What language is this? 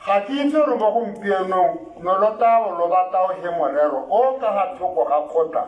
Tswana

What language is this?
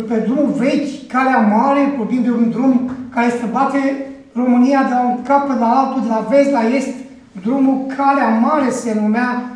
Romanian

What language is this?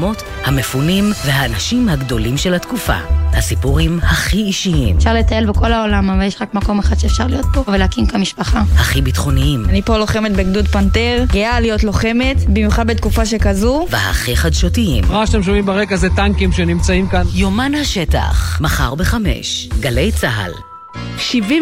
Hebrew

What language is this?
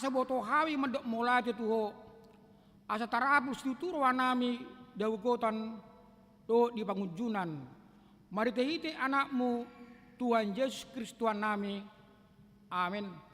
Batak Toba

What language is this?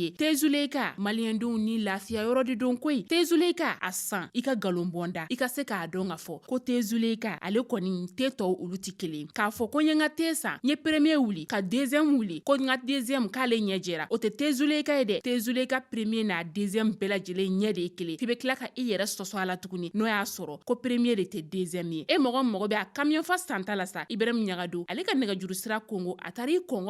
Bambara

